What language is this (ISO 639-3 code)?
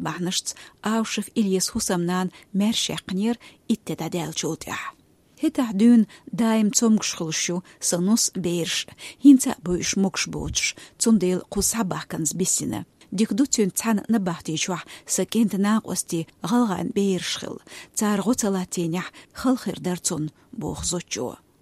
che